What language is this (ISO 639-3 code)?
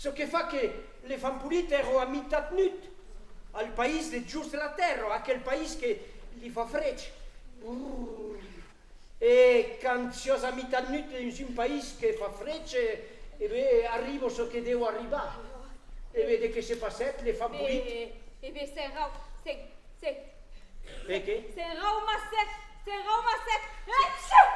oci